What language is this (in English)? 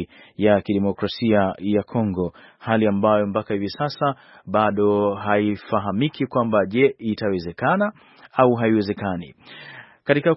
Swahili